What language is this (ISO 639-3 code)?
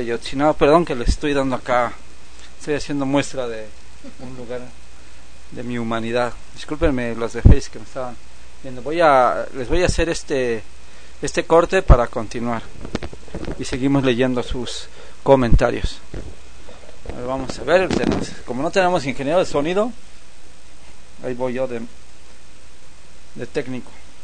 spa